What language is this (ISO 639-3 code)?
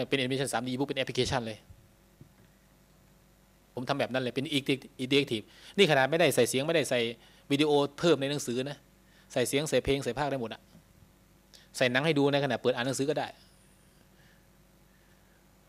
tha